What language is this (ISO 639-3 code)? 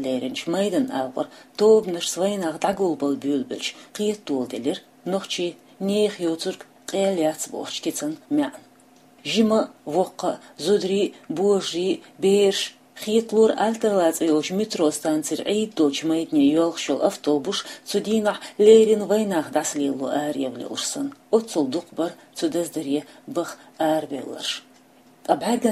che